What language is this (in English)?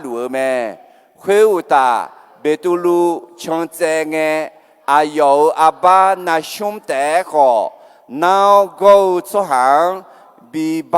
Akha